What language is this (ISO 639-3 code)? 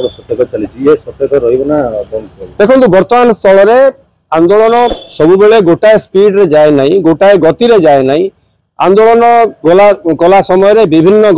ori